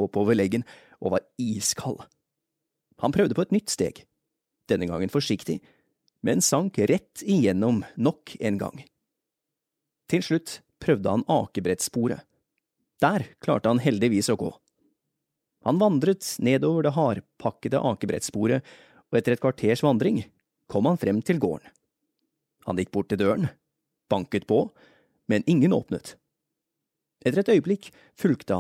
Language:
Norwegian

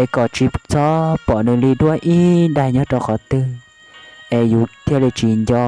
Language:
Hmong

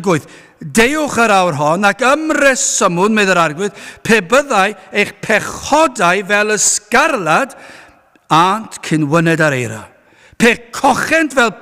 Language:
Welsh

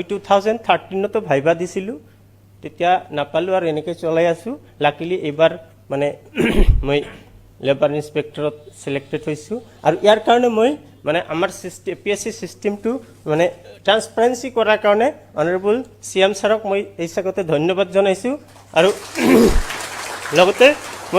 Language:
Assamese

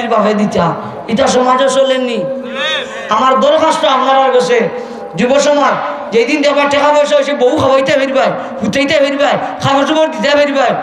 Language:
Sylheti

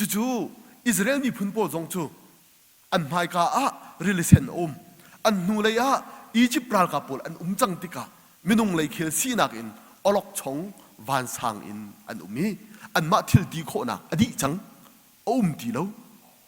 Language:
Hakha Chin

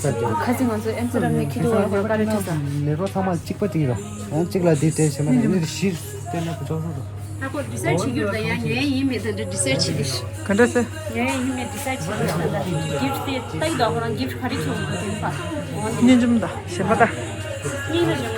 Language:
Tibetan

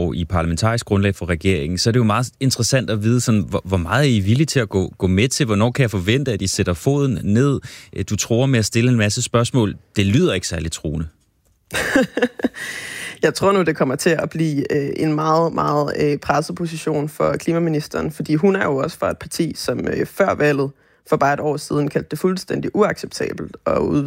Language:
Danish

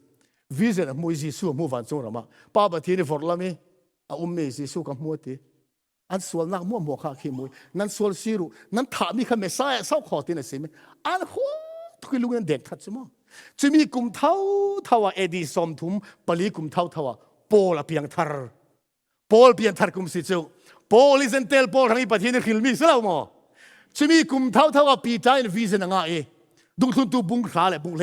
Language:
Falam Chin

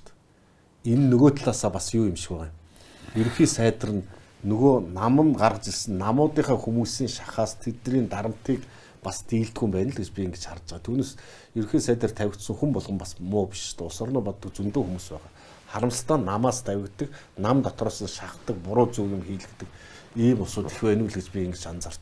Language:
Mongolian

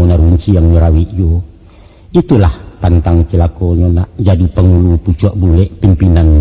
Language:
Minangkabau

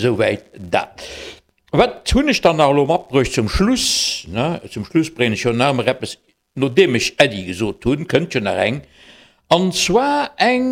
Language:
Luxembourgish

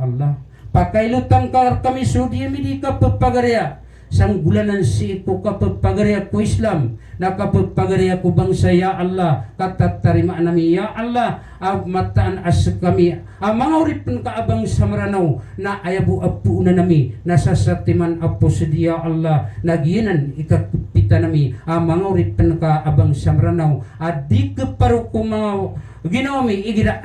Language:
Maranao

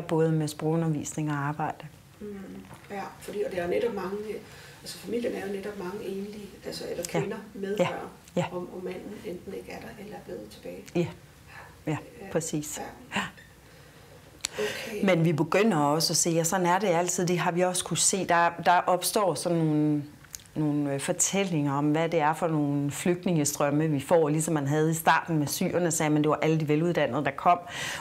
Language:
Danish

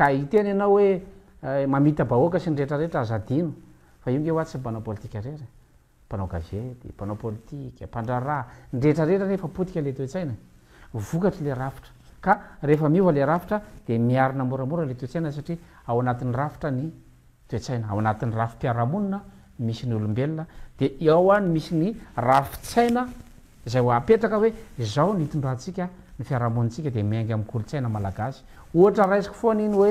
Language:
Malagasy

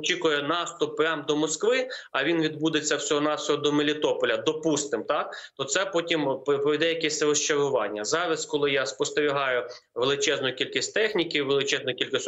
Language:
Ukrainian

